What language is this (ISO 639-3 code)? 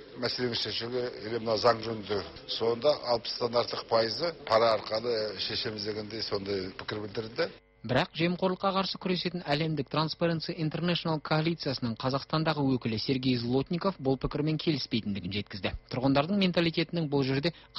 kaz